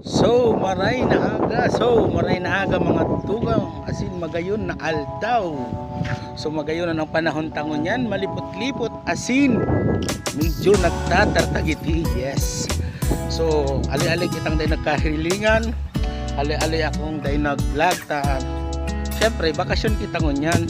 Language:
Bikol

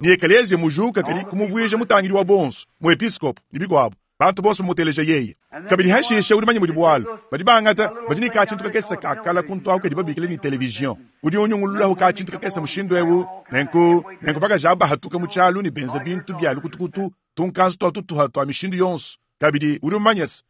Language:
Luba-Lulua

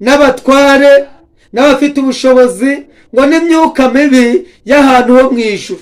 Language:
Kinyarwanda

